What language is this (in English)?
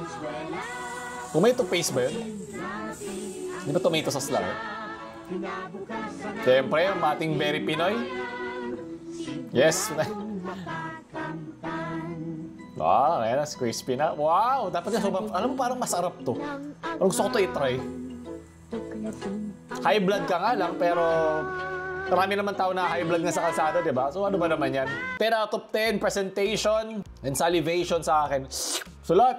Filipino